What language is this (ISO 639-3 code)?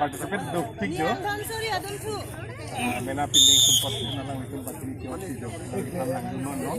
mjw